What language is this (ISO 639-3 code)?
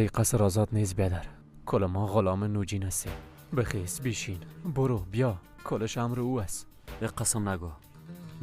fas